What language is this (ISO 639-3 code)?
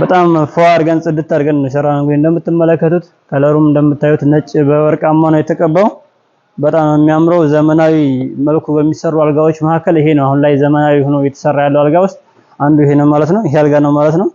amh